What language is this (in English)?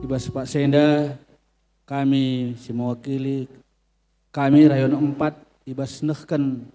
Batak Karo